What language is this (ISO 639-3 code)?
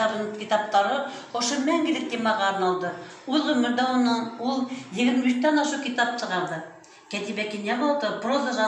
bak